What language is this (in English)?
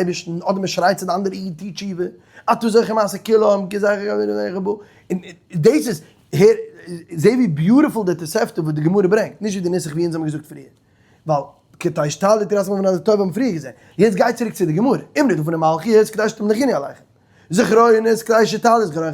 Yiddish